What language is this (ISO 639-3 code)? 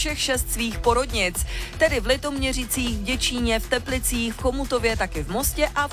ces